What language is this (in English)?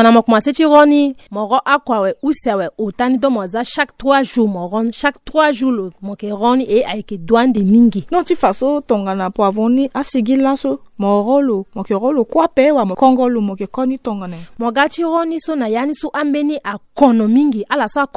Sango